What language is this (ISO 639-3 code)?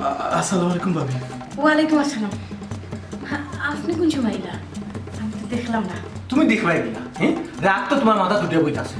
syl